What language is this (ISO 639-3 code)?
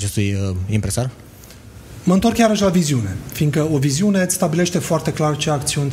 ron